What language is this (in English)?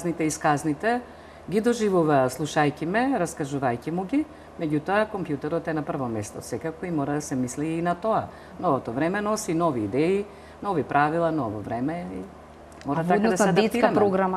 Macedonian